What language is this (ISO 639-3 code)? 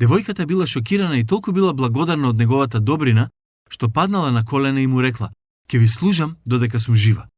mkd